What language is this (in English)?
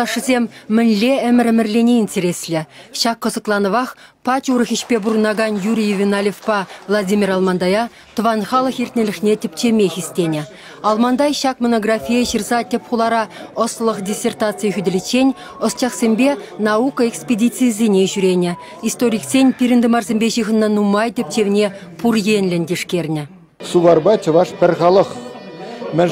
Chuvash